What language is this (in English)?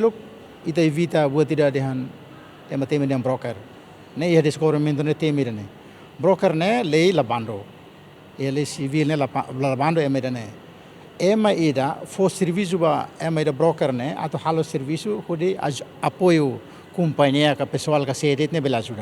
Tetum